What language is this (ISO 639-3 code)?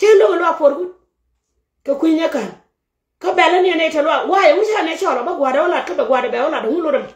nus